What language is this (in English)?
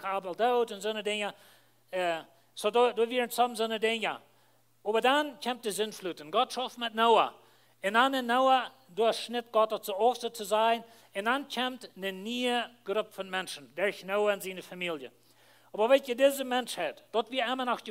Plautdietsch